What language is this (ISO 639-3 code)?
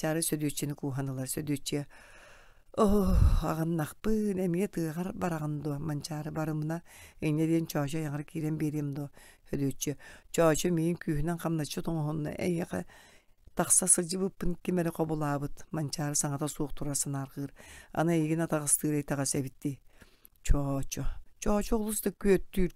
sah